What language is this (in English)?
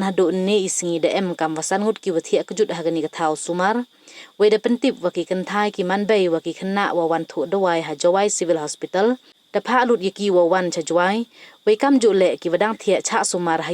Pnar